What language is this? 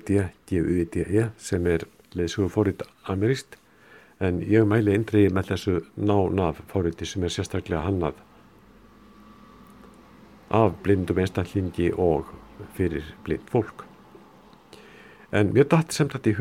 Icelandic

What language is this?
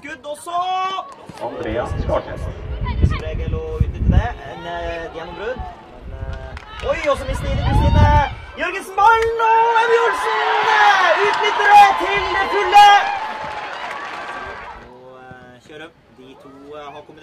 Norwegian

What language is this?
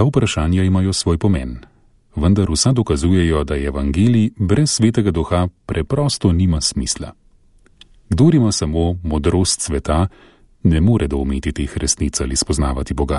Slovenian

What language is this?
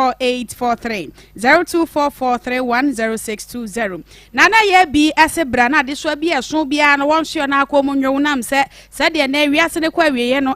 Akan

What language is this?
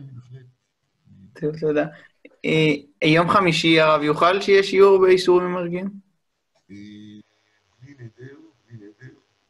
Hebrew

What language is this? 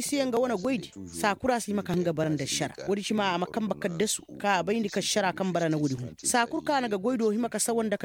Koyraboro Senni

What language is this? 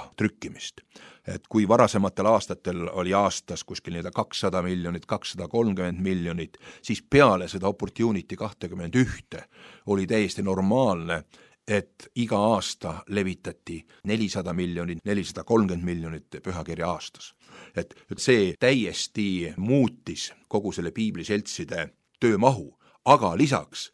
Estonian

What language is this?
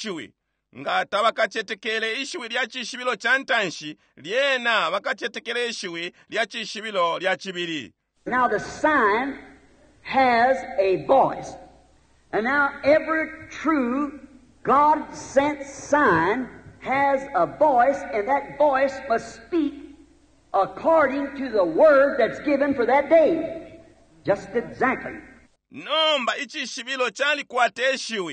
Bemba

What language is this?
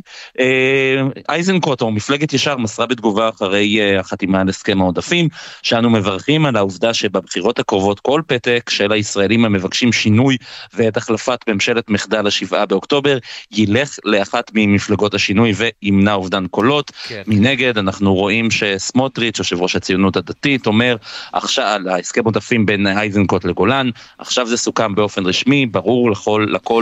Hebrew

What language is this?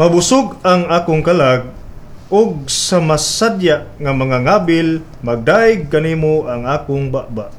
Cebuano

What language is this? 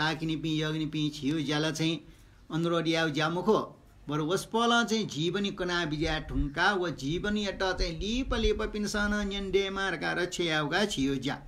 Newari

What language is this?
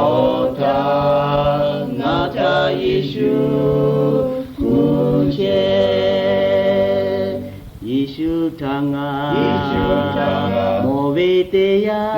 Lahu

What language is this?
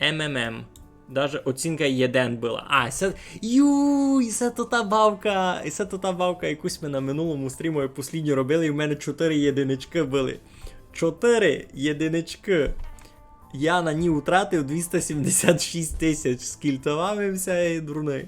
Rusyn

